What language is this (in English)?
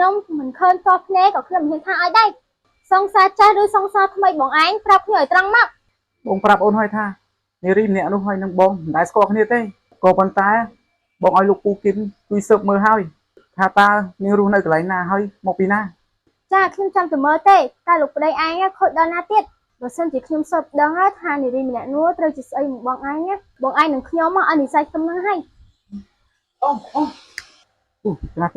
Khmer